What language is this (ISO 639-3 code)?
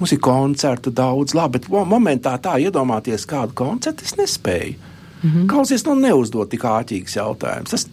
lav